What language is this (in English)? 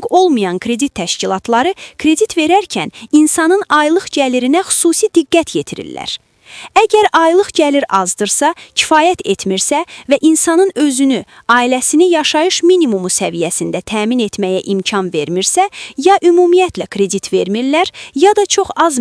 Azerbaijani